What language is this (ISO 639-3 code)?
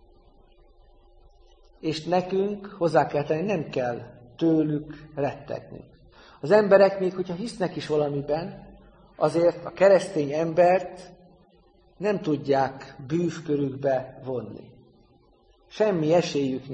hun